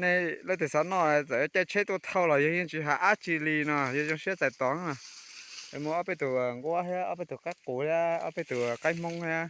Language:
Hmong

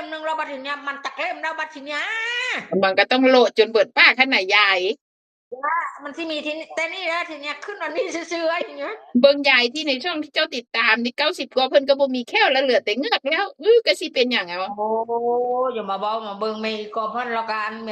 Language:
Northeastern Thai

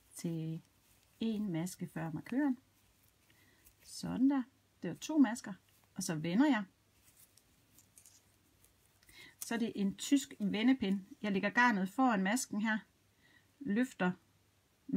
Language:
Danish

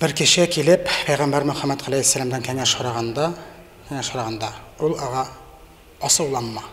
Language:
Bashkir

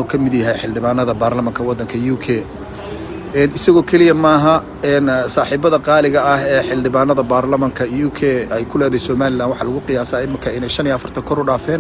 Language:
Somali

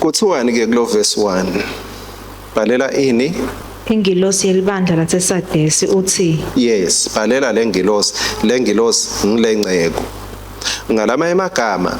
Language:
Swati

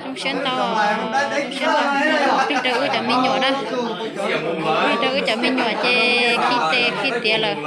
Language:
Hmong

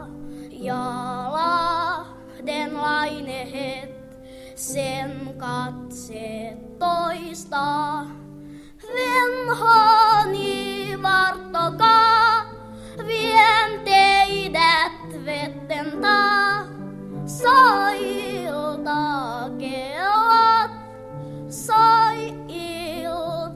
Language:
Finnish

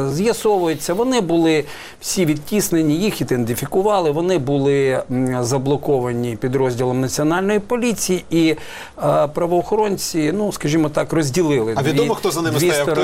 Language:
Ukrainian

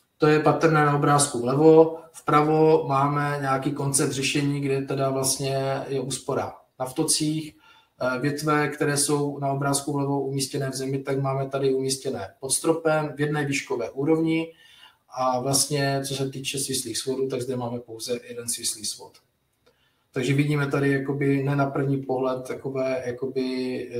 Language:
Czech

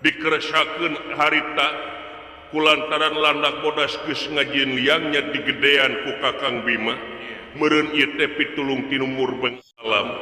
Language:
Sundanese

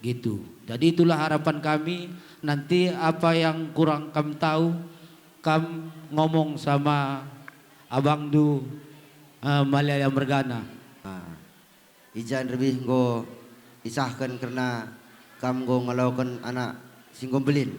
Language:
Batak Karo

